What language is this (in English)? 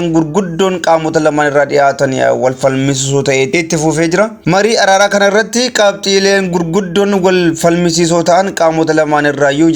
Oromo